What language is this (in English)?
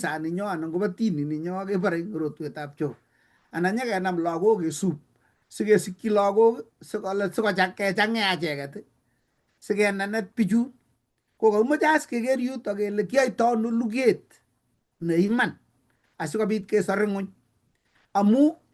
Kalenjin